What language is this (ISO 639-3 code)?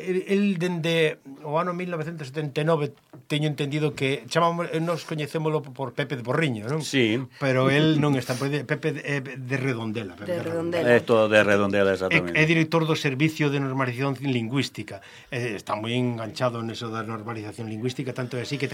glg